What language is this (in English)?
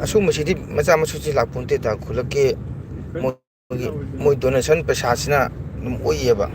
Manipuri